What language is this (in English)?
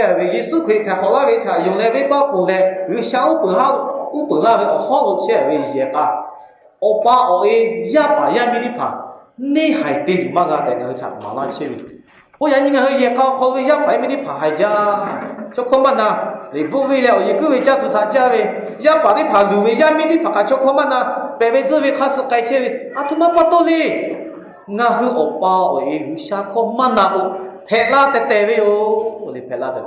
Lahu